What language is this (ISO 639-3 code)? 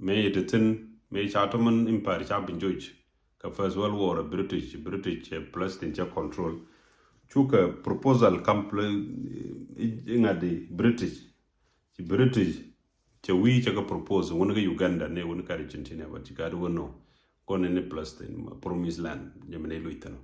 nus